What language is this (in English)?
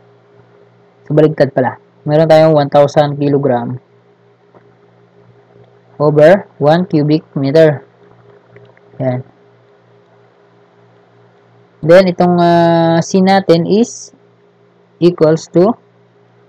Filipino